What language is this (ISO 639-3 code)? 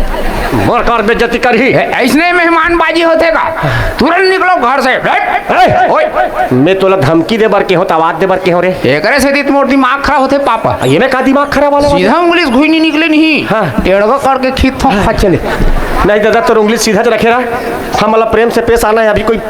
hne